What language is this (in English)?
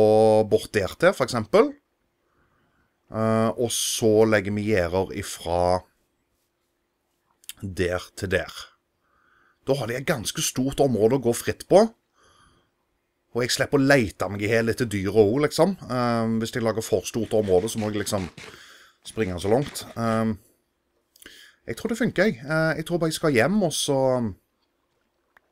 Norwegian